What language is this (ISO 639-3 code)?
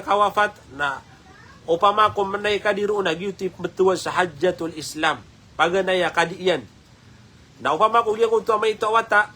mrw